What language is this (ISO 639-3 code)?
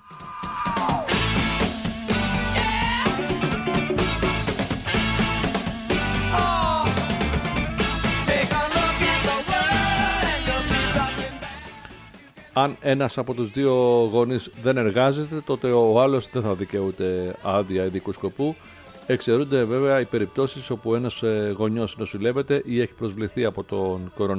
ell